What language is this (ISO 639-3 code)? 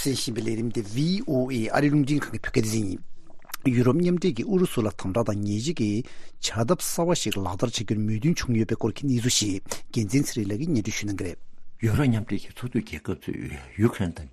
bod